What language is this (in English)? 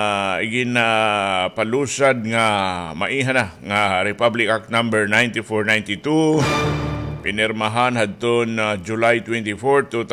Waray